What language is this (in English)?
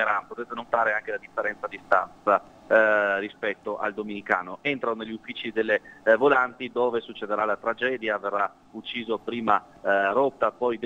Italian